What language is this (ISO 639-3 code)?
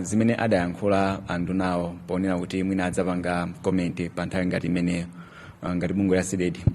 nya